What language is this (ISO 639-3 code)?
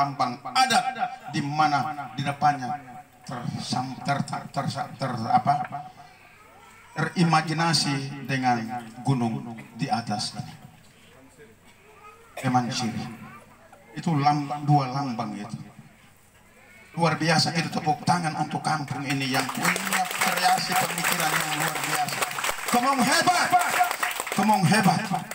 ind